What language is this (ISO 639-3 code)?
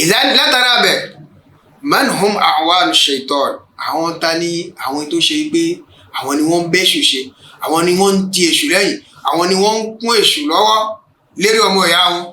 yor